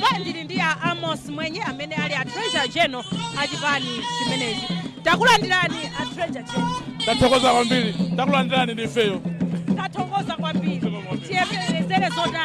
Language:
Nyanja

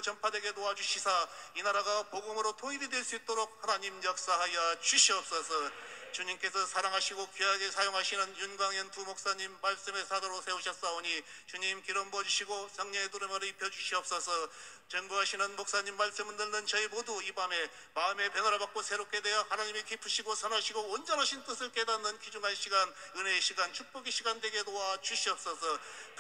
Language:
Korean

